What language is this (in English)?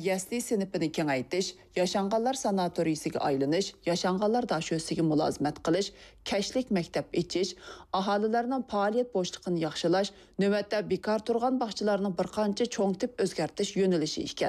Uyghur